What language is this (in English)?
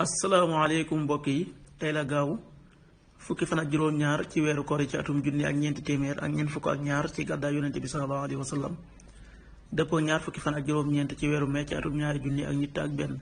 Wolof